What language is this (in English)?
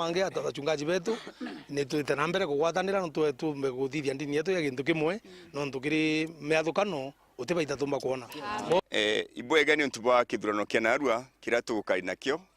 Meru